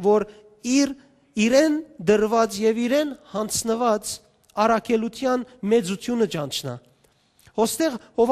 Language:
Western Armenian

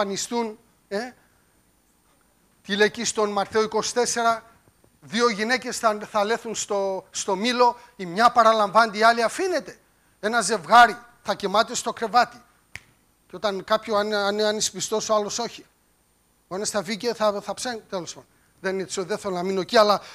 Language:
Greek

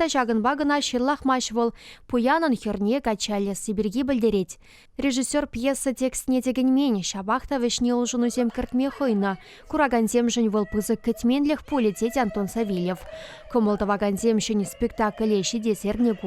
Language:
Chuvash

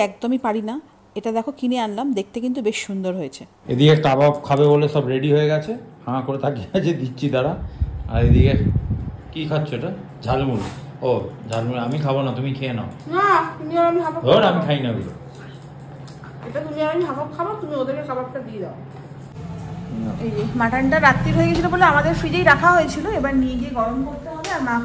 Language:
Bangla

